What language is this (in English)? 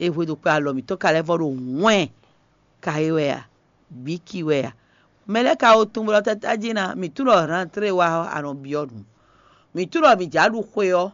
Fon